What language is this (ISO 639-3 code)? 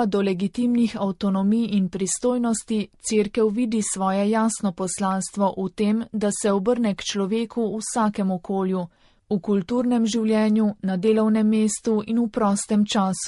slv